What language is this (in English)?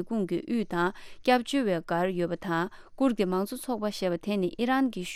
Tibetan